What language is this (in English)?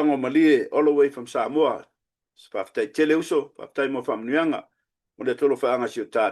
Samoan